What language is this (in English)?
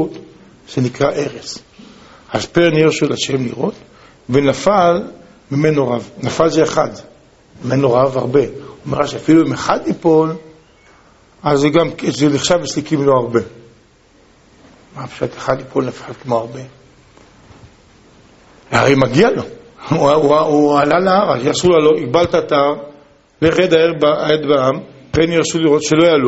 Hebrew